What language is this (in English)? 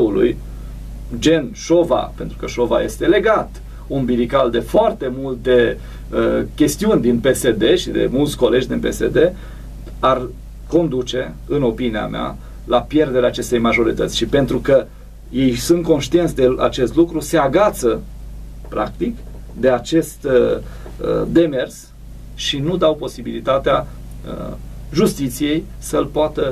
Romanian